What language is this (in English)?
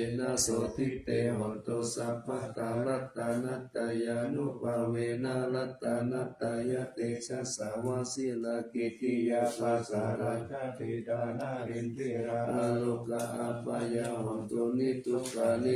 Pali